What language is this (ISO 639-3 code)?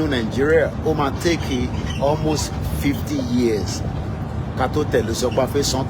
yor